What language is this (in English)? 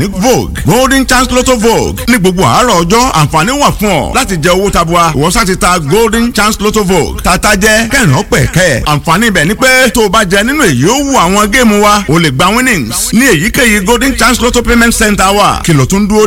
Yoruba